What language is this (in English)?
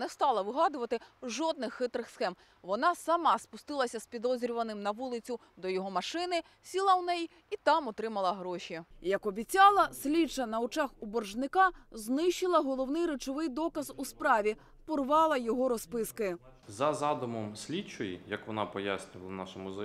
Ukrainian